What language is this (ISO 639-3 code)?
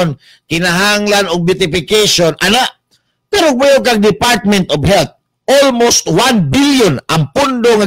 ceb